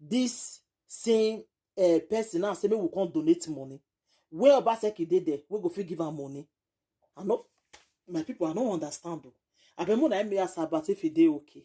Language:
Nigerian Pidgin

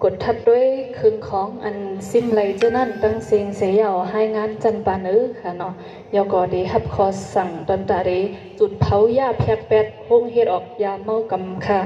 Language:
Shan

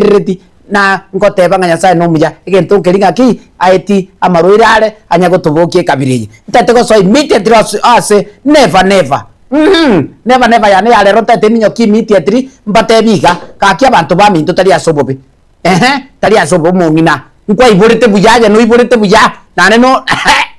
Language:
Gusii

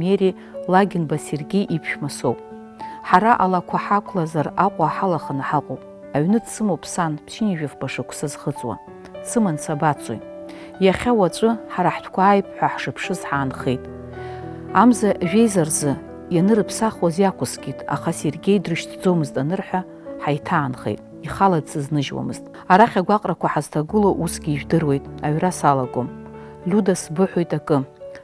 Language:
Abkhazian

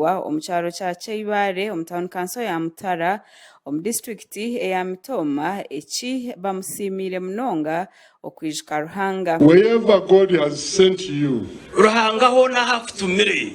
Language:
Nyankole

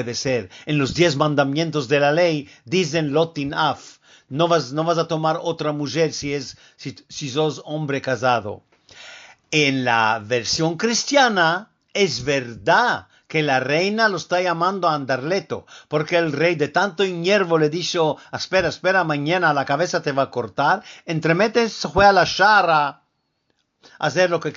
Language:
Ladino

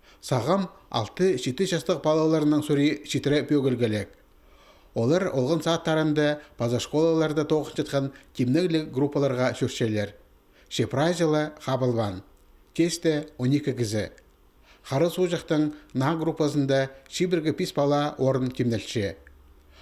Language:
Khakas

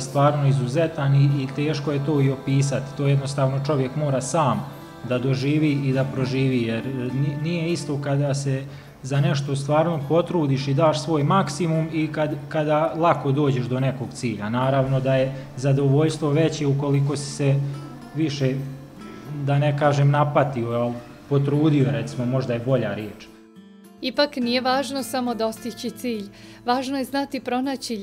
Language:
Bosnian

